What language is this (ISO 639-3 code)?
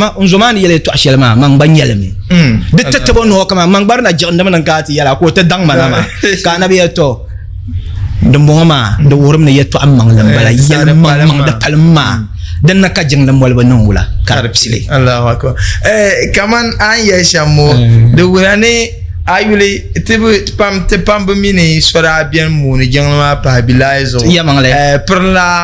dag